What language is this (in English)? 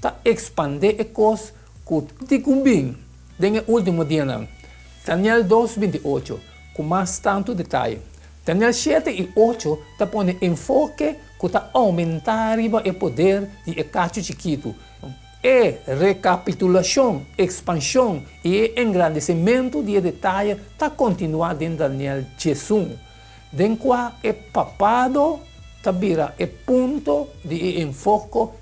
Papiamento